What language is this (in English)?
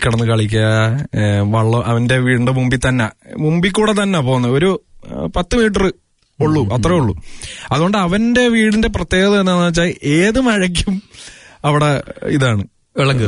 Malayalam